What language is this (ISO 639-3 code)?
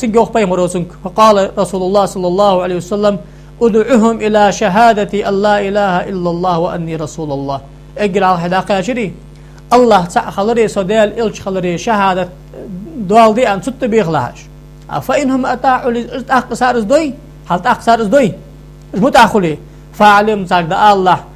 inh